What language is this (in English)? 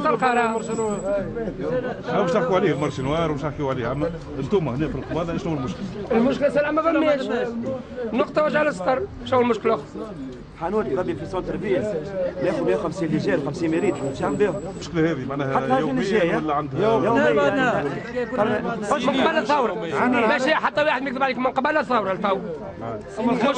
Tunisian Arabic